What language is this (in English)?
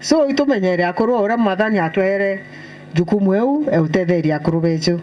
Meru